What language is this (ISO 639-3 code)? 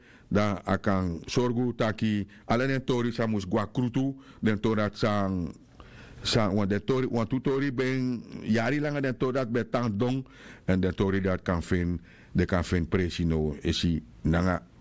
srn